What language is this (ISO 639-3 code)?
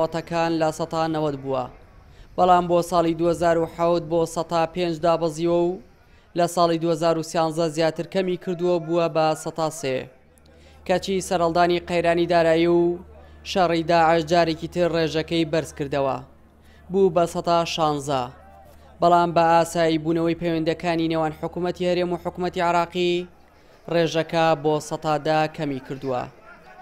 ckb